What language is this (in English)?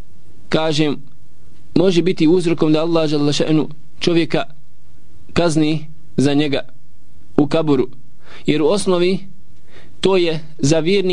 Bosnian